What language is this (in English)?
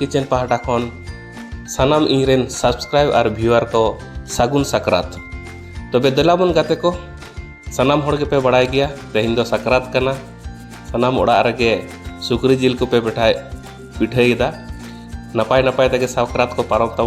Santali